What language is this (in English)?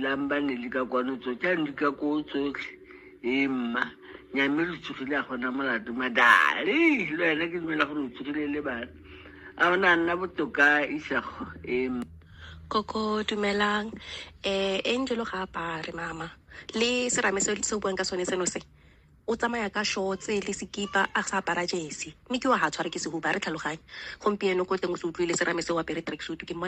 Tswana